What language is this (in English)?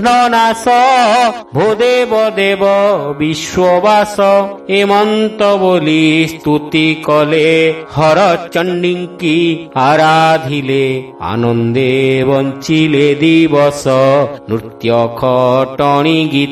Odia